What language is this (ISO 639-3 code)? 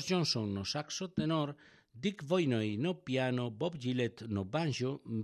glg